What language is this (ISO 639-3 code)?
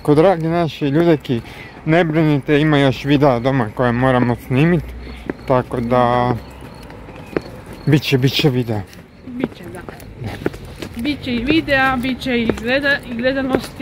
hrv